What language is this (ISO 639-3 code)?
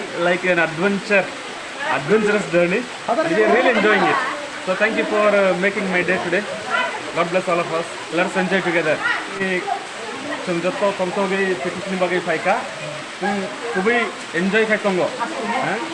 trp